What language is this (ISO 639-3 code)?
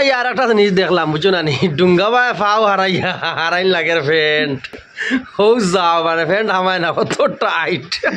syl